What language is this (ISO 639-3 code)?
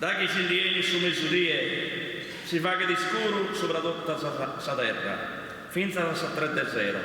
srd